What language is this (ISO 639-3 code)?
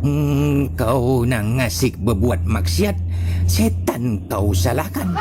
min